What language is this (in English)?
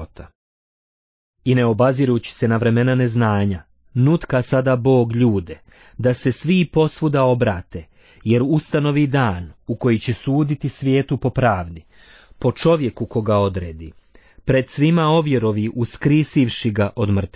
Bosnian